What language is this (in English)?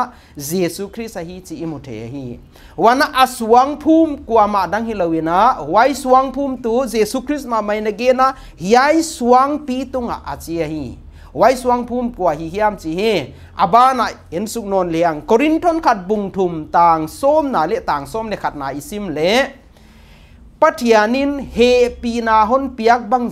Paite Chin